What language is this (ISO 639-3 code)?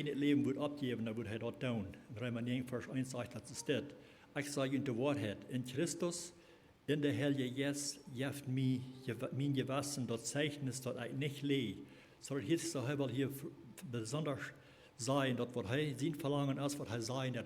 pdt